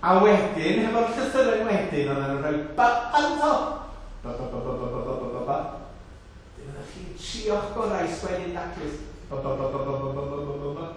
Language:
Welsh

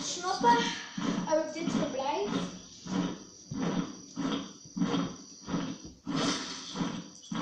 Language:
Dutch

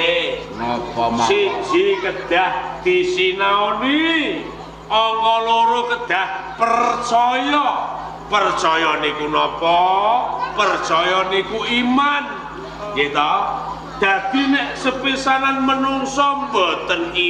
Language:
Javanese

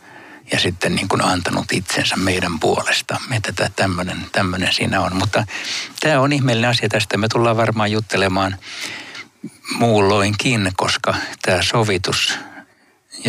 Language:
Finnish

